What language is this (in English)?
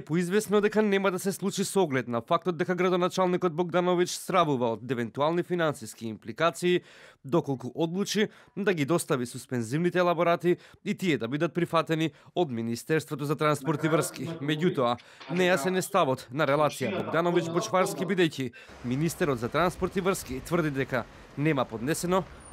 Macedonian